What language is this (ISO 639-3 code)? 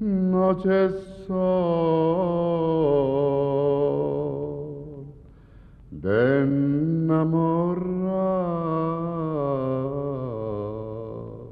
lad